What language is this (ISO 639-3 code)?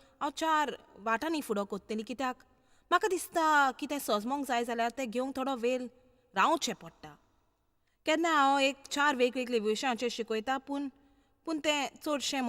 kok